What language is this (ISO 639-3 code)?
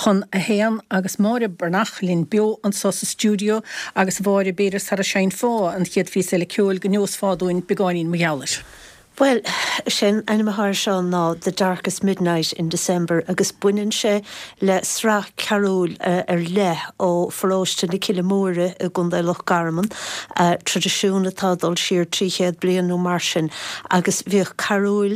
gle